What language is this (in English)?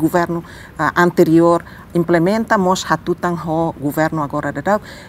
Tetum